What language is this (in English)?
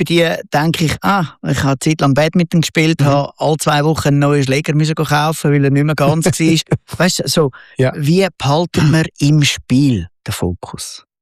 German